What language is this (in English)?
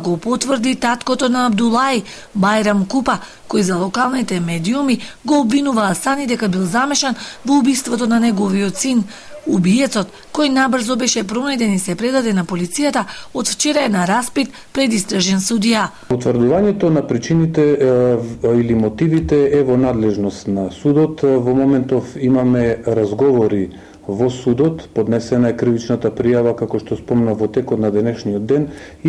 Macedonian